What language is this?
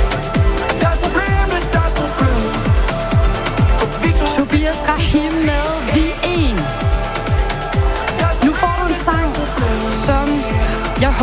Danish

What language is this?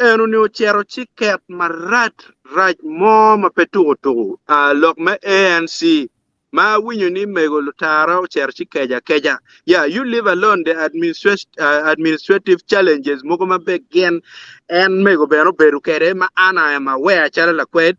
Acoli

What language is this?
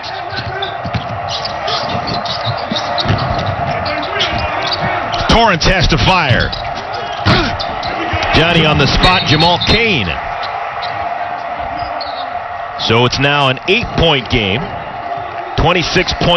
English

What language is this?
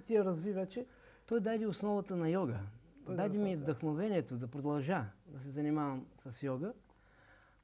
Bulgarian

